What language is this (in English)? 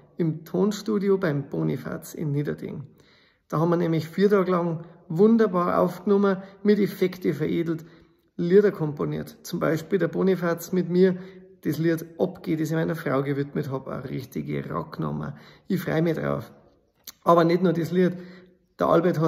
Bavarian